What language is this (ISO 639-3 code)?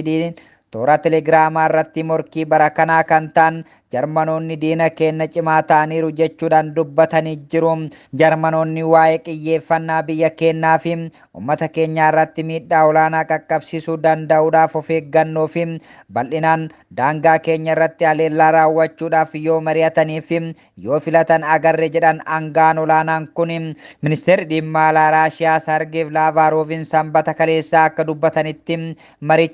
orm